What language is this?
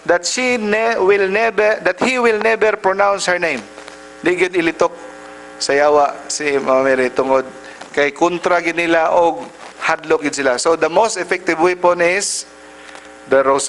Cebuano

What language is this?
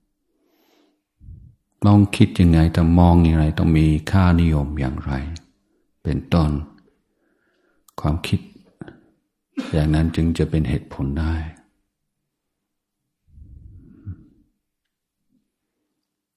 Thai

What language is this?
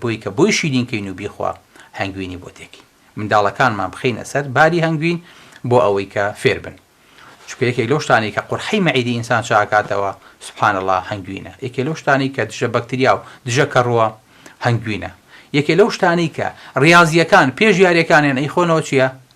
Central Kurdish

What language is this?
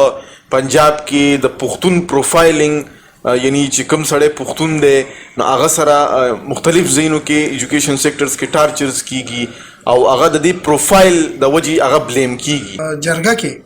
Pashto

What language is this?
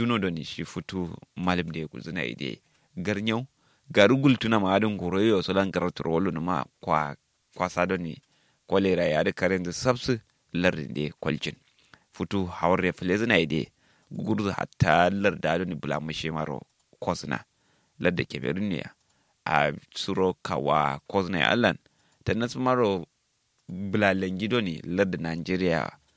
Kanuri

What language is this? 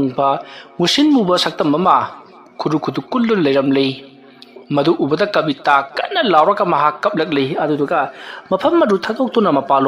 Manipuri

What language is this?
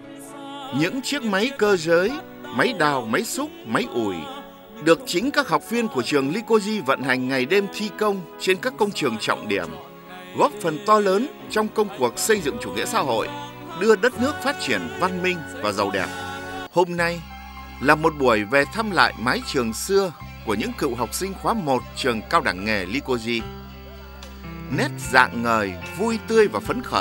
Vietnamese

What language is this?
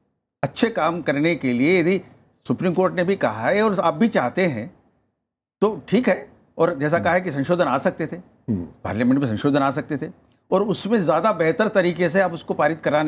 Hindi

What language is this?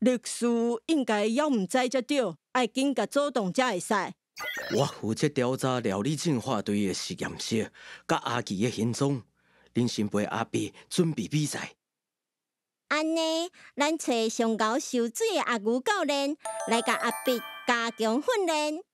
Min Nan Chinese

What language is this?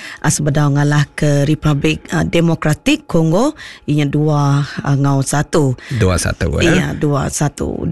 Iban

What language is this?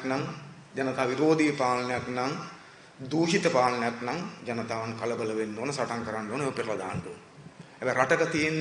Sinhala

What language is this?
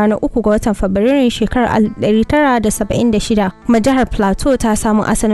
Hausa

